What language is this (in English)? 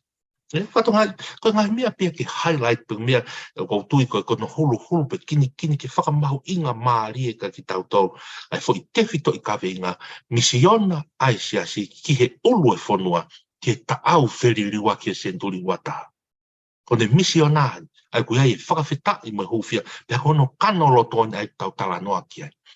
Tongan